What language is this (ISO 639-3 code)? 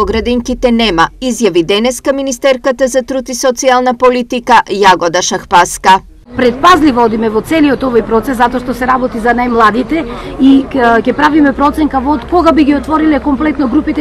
mkd